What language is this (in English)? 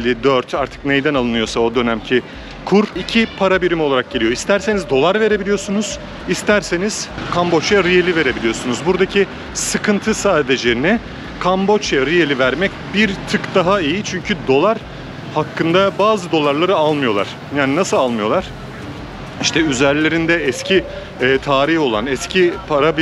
Turkish